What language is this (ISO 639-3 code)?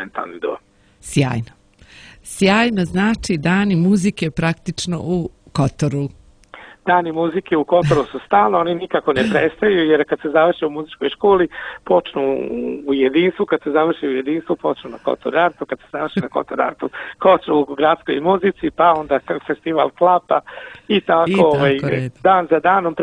srp